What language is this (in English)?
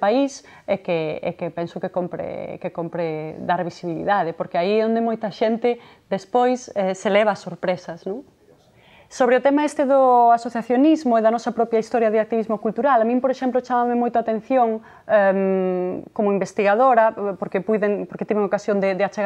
Galician